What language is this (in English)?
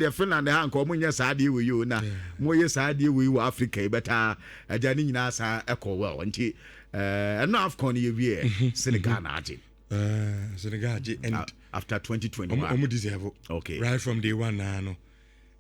Akan